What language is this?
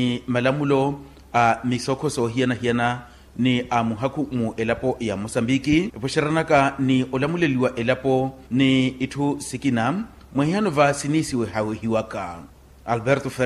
Makhuwa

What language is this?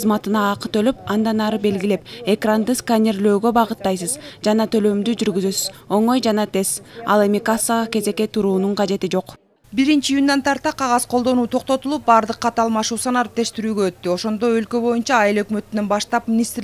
Kyrgyz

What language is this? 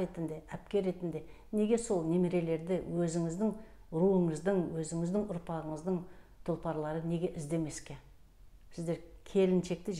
Kazakh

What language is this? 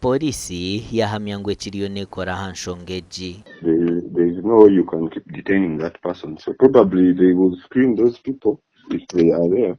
Nyankole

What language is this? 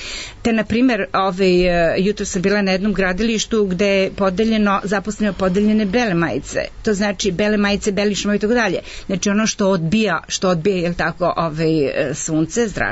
Serbian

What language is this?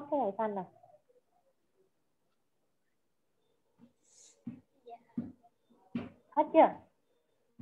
Vietnamese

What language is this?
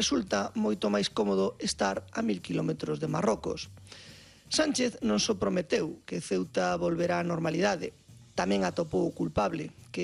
Galician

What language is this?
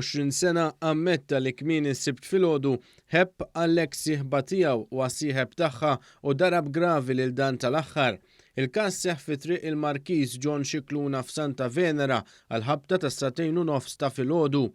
Maltese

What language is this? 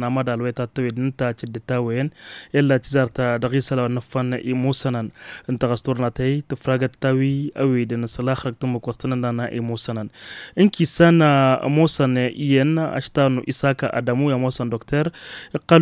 Tamasheq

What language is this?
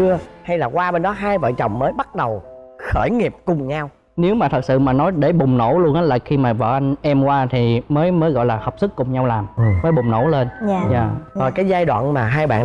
Vietnamese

